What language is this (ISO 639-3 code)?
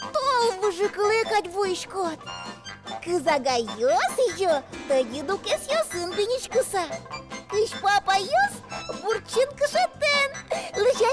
udm